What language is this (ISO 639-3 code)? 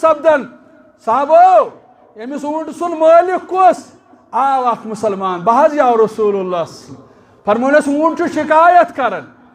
kas